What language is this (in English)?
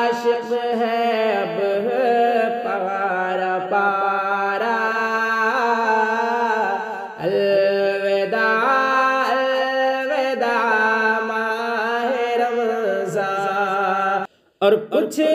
Urdu